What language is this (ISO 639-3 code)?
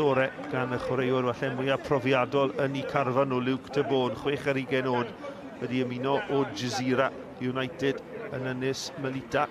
cym